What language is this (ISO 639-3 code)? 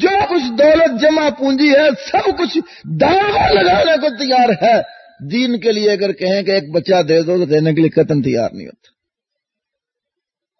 urd